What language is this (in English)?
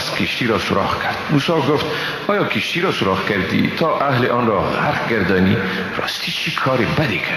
Persian